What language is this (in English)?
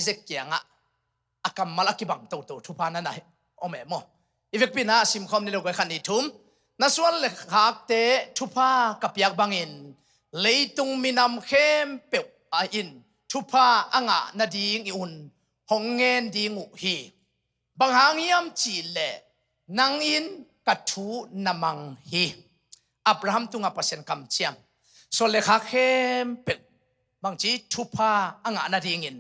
Tedim Chin